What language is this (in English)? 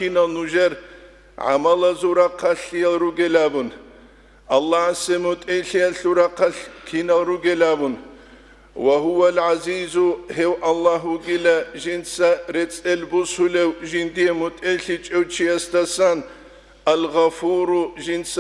Avaric